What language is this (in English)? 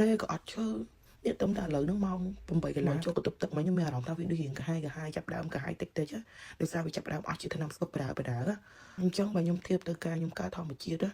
Khmer